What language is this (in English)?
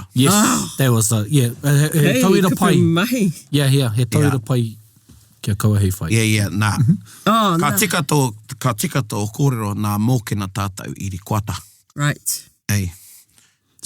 Māori